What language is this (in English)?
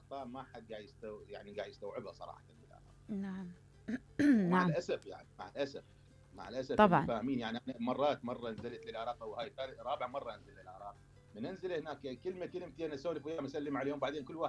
Mesopotamian Arabic